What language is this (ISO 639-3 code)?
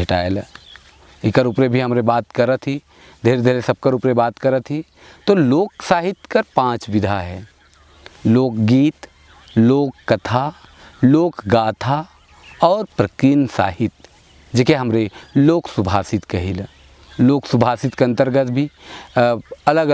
sck